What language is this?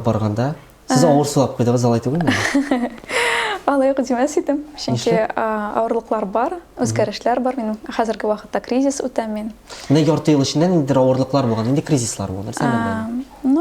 Tatar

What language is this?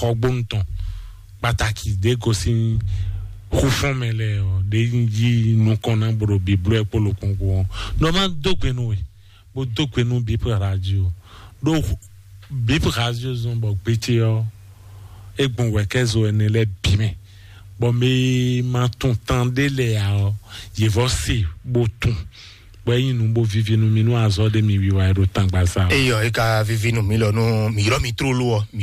Fon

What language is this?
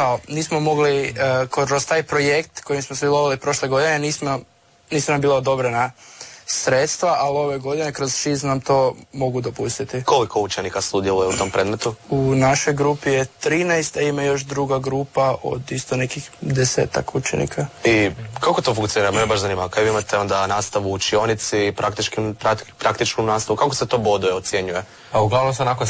Croatian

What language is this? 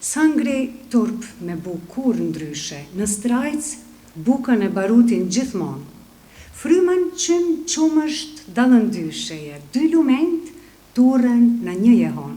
Albanian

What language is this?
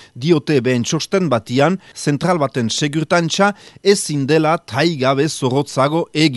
Basque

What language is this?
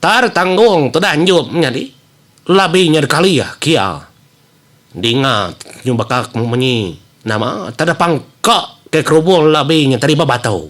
Iban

